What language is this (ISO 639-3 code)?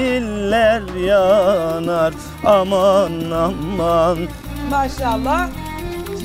zza